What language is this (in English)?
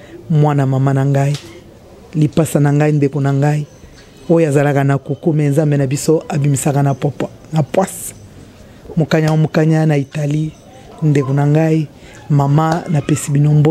Lingala